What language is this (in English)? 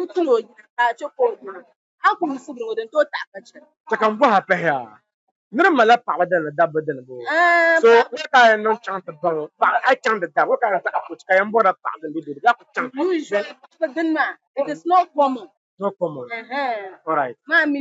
Dagbani